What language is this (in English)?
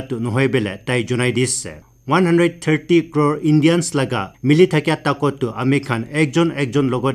Naga Pidgin